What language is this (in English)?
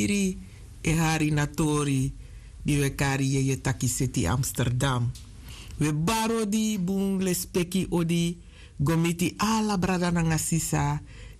Sranan Tongo